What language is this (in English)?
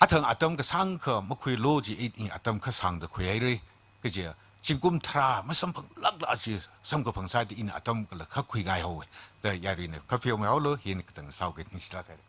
Tangkhul Naga (India)